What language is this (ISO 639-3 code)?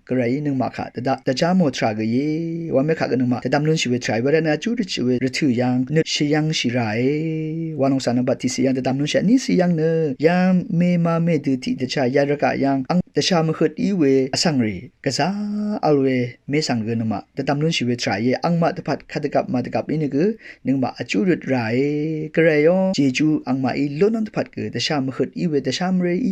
raw